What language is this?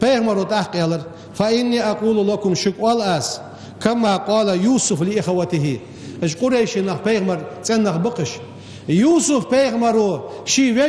Ingush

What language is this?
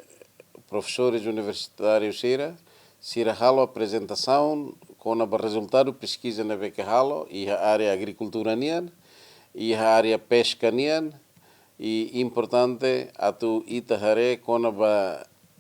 Tetum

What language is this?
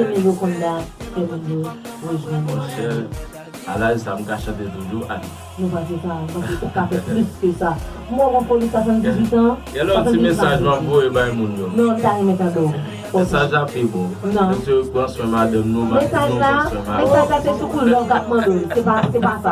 Haitian Creole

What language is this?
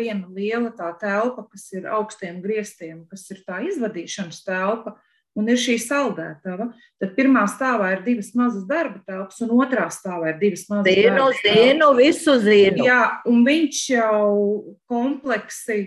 Latvian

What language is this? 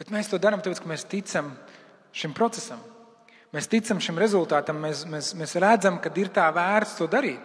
Latvian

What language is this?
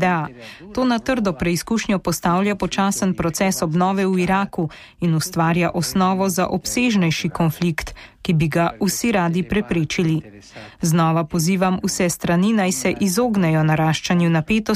Slovenian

